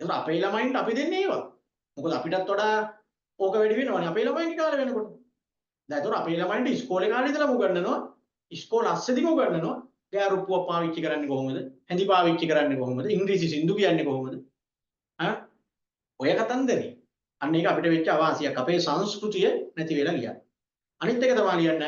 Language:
Sinhala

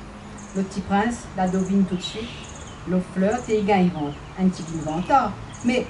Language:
Réunion Creole French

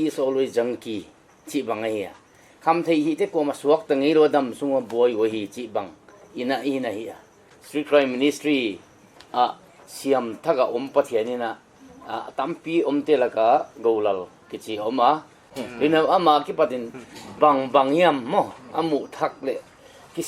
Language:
Paite Chin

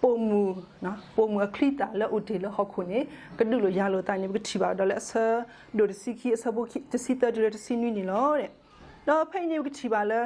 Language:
S'gaw Karen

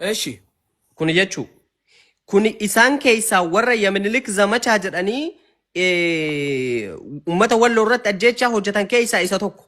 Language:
Oromo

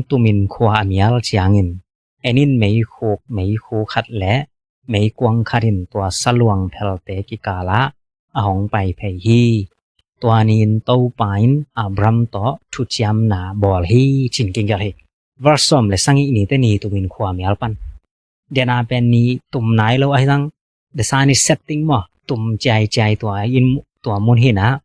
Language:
Tedim Chin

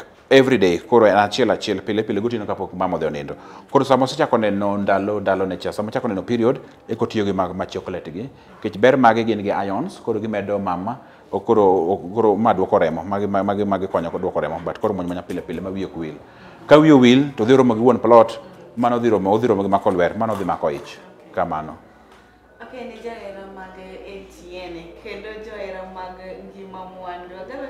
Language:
Luo (Kenya and Tanzania)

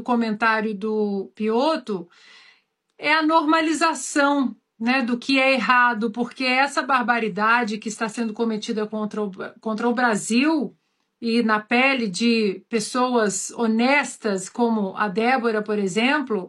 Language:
Portuguese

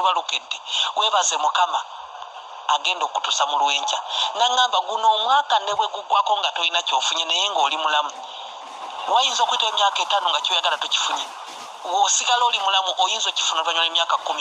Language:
Ganda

